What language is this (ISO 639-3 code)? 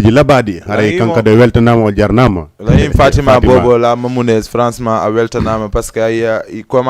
ful